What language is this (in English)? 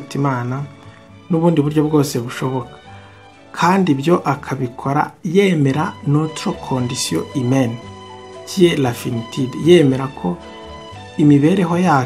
Kinyarwanda